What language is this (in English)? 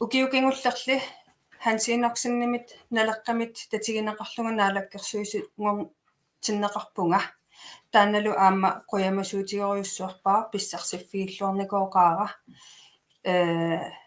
Kalaallisut